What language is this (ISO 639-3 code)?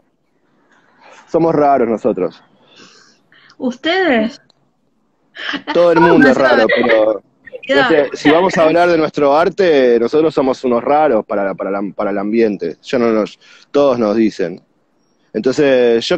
spa